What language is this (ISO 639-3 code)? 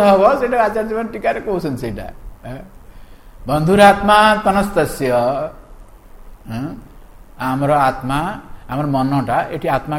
ori